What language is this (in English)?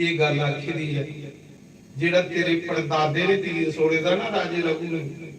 Dogri